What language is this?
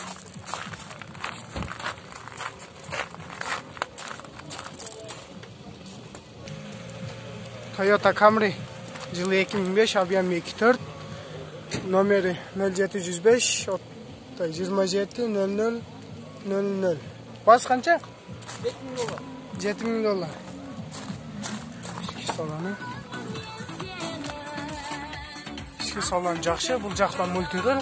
Kyrgyz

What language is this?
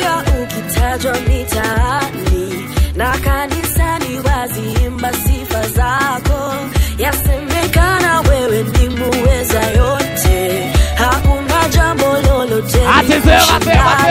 Swahili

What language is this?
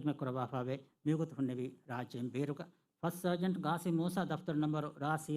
Divehi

